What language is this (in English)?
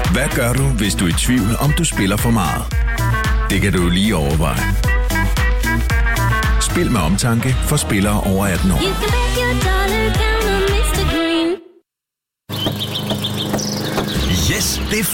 Danish